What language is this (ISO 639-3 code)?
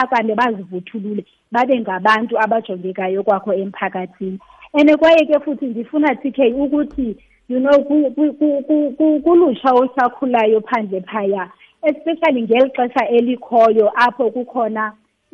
xho